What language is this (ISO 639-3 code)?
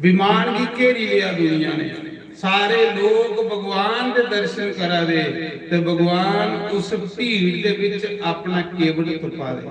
doi